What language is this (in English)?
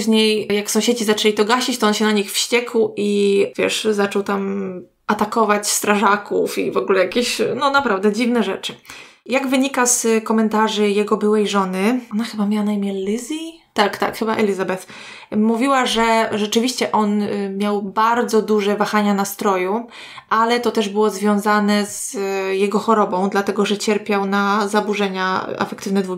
Polish